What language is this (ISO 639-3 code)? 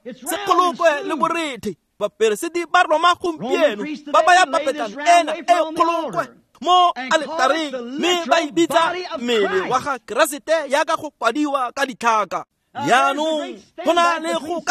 tsn